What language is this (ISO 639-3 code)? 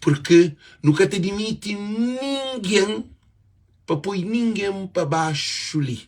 kea